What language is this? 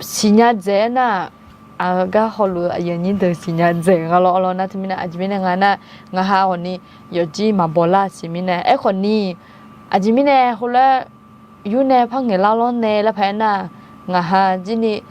Akha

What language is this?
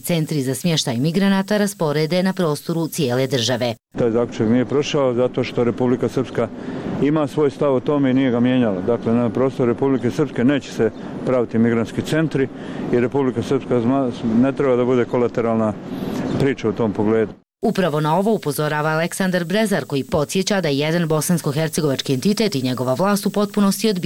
Bosnian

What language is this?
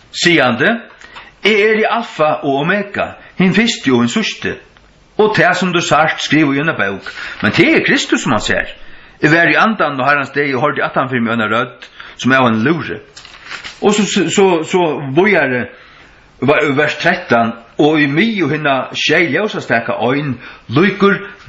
Faroese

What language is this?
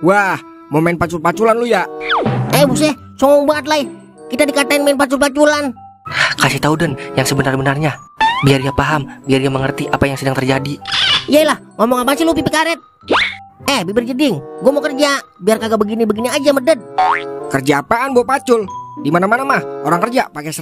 Betawi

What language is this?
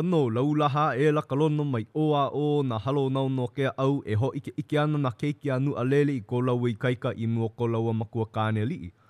Hawaiian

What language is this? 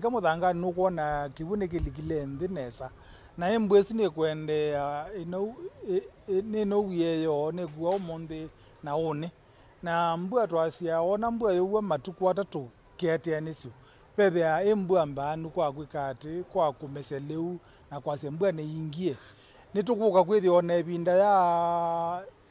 Kamba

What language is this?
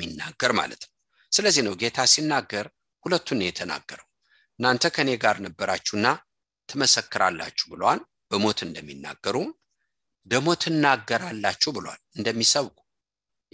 Amharic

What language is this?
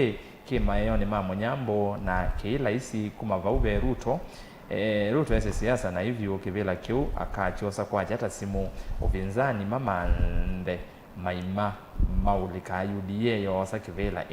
Kamba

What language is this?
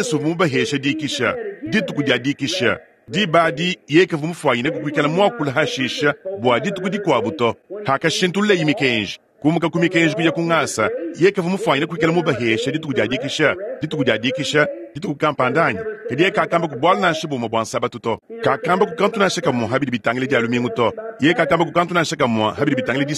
Luba-Lulua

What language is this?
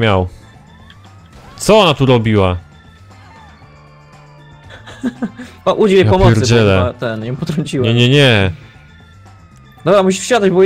Polish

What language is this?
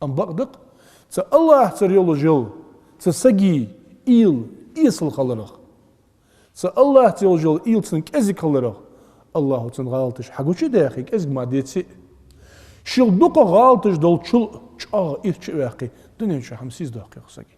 Ingush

